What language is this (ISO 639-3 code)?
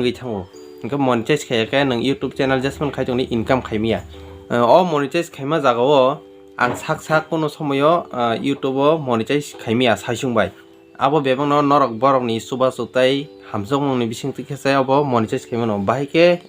trp